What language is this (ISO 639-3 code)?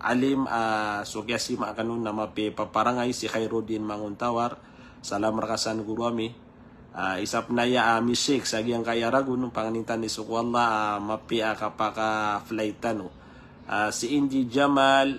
mrw